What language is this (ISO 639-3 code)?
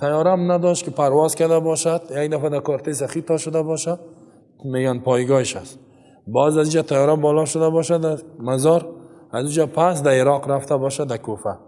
fas